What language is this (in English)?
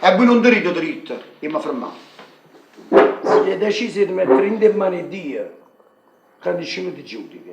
Neapolitan